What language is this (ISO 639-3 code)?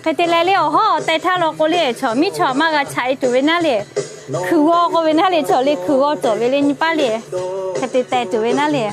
lhu